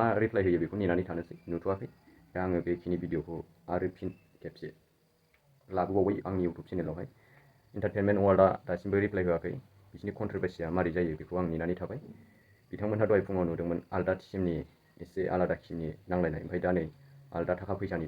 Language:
Bodo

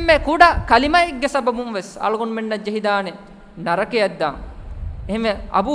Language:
Divehi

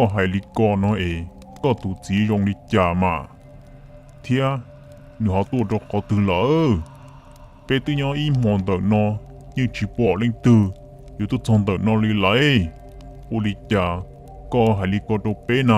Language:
Hmong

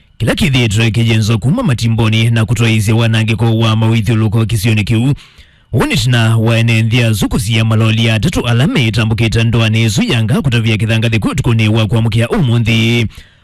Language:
Kamba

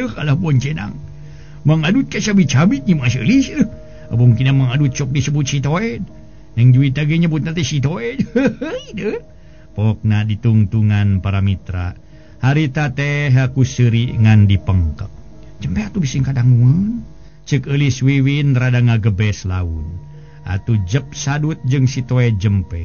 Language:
Sundanese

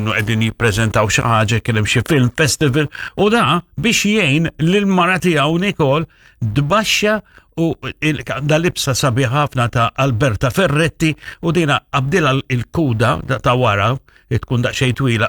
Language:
Maltese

